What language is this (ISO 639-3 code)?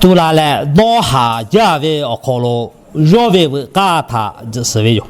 lhu